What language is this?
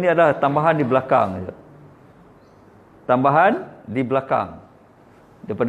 Malay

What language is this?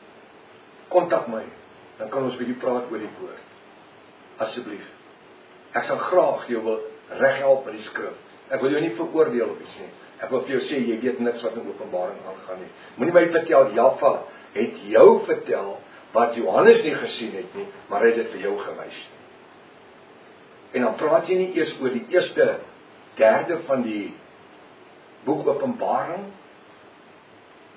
Afrikaans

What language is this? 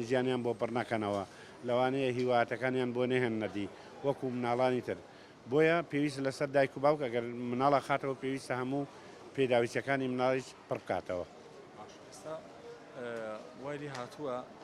Central Kurdish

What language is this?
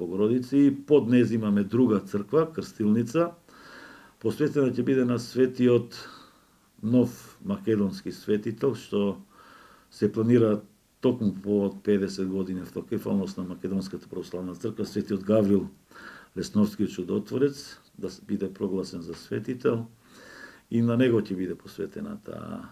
Macedonian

